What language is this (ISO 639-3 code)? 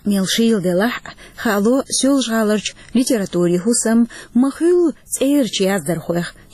che